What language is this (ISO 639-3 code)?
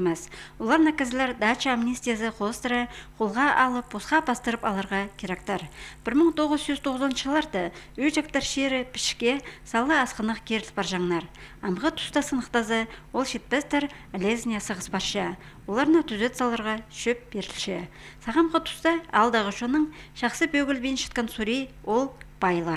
kjh